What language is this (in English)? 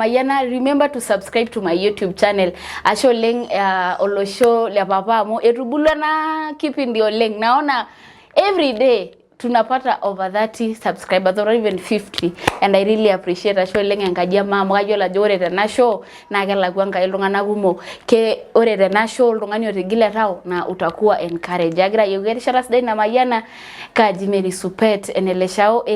Masai